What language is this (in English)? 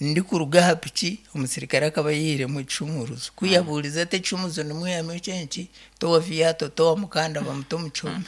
Nyankole